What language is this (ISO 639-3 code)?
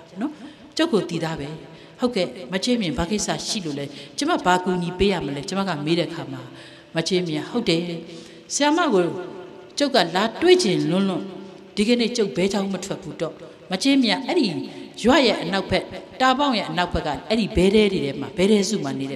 mya